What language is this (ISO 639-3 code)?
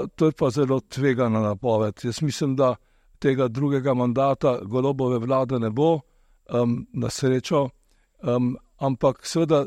slv